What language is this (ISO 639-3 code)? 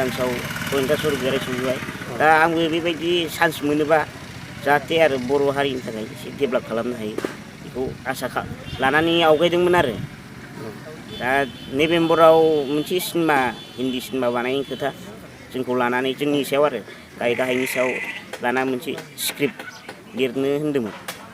brx